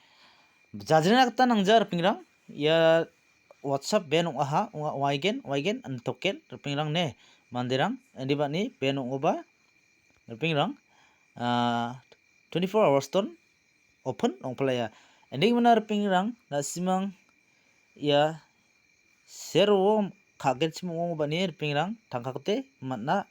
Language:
Garo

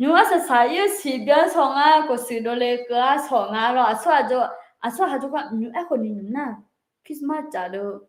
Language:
Akha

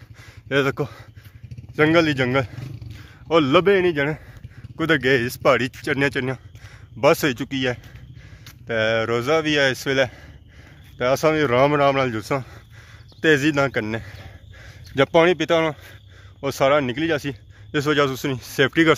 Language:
Pahari-Potwari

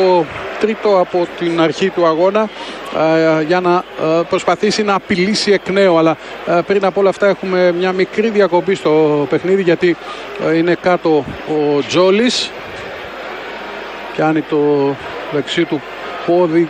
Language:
Greek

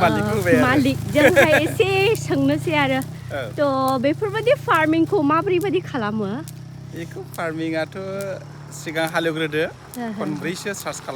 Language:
Bodo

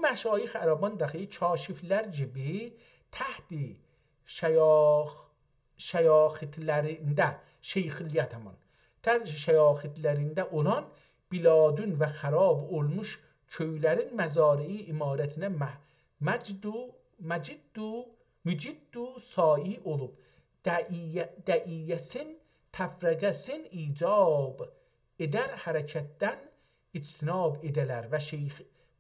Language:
South Azerbaijani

